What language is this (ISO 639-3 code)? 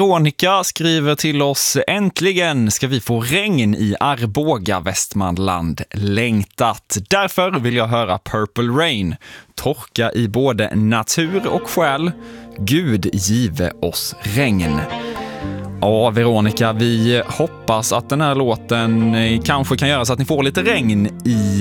swe